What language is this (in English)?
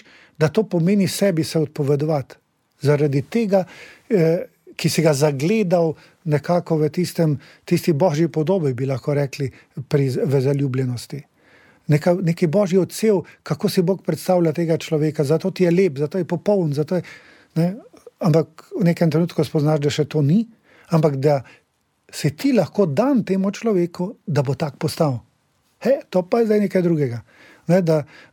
Slovenian